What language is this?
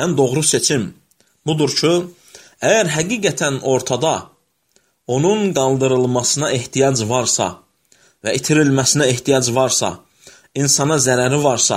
Azerbaijani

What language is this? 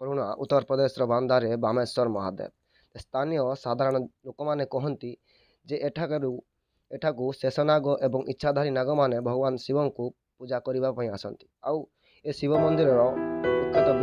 Odia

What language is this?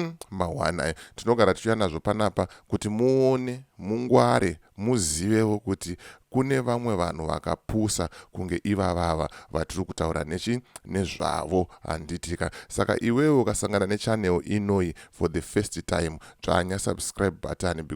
Shona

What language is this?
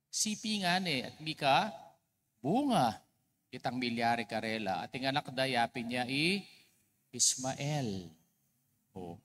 Pampanga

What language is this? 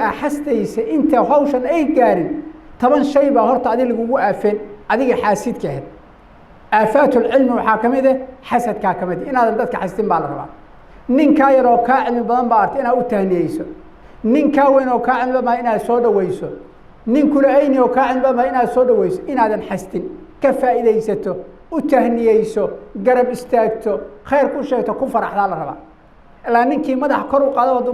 Somali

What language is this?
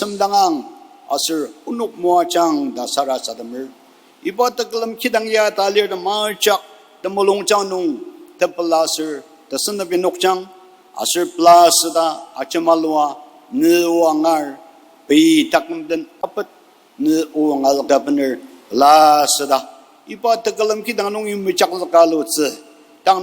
Ao Naga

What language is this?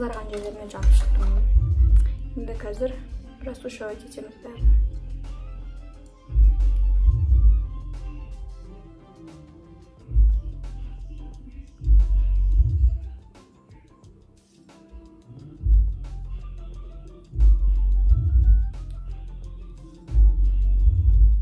Kazakh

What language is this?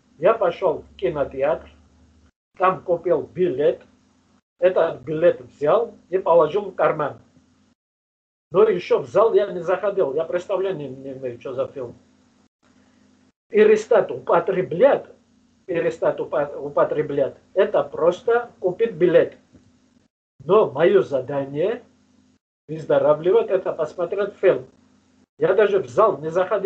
Russian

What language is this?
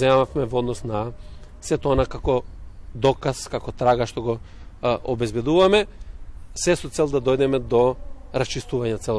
Macedonian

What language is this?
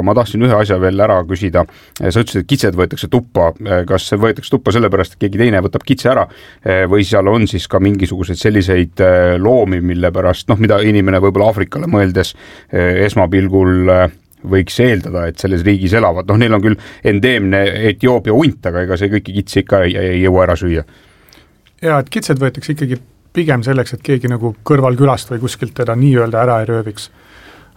Estonian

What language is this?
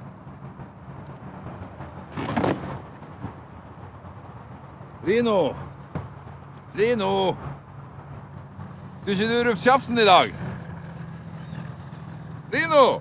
Norwegian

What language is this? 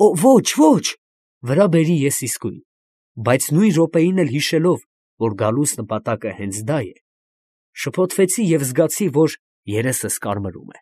Armenian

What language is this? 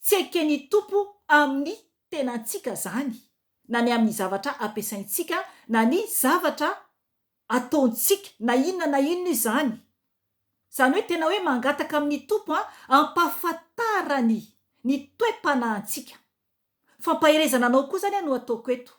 Malagasy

